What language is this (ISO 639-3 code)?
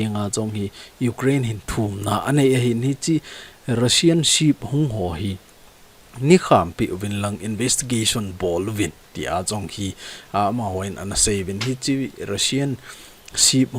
tcz